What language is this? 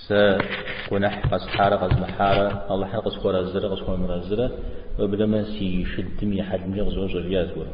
Kabardian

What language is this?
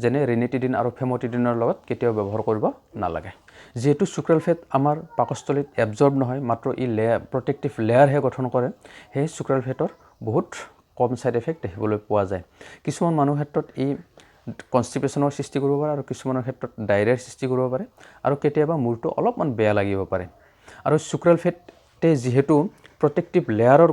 Assamese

